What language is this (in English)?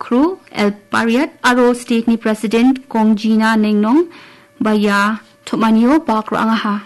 Garo